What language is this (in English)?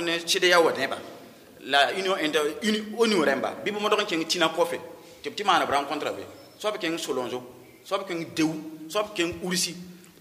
Mossi